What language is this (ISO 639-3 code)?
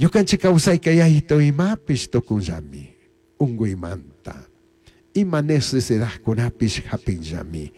qug